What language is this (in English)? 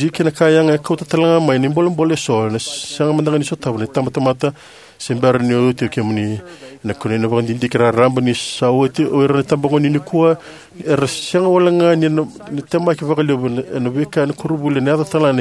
Fijian